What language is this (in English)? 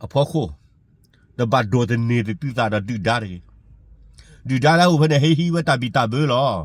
S'gaw Karen